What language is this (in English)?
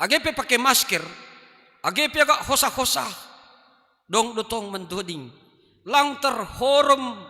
Batak Simalungun